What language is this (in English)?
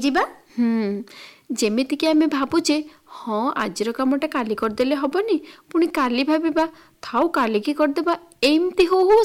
Odia